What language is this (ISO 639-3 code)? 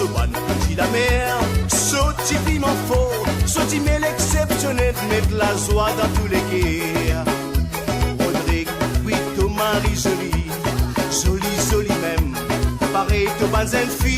mfe